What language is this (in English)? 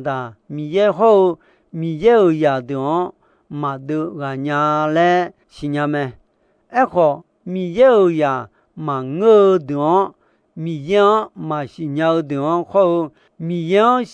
Akha